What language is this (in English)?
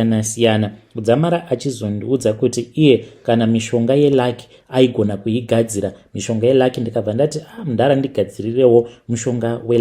Shona